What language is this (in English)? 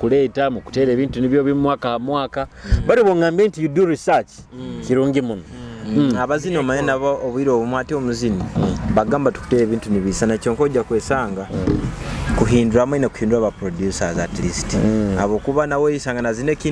Nyoro